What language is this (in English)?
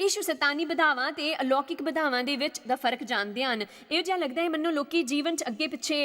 Dogri